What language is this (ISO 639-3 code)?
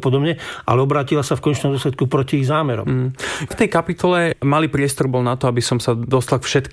slk